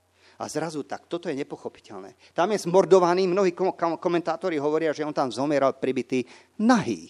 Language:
Slovak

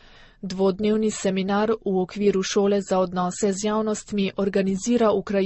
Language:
Slovenian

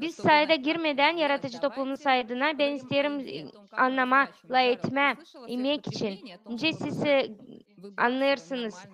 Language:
Gagauz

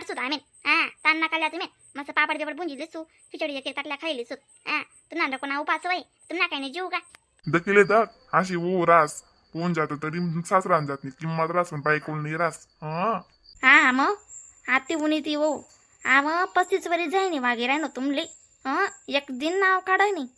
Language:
Khandesi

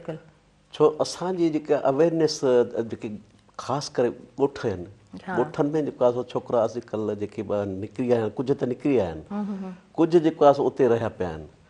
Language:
Sindhi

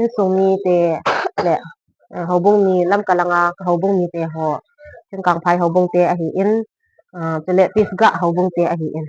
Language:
Thado Chin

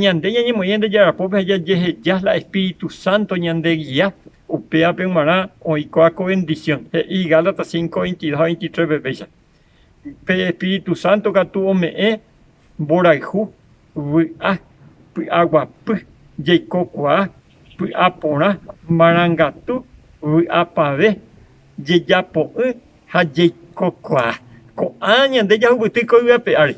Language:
Guarani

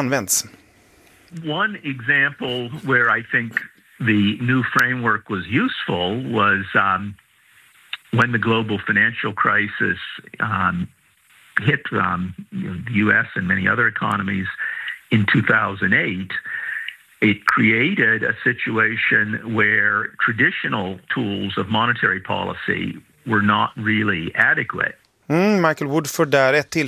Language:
Swedish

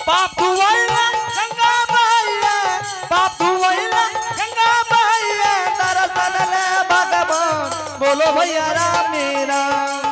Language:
Angika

